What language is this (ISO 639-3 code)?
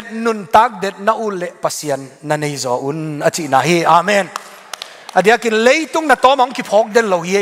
ctd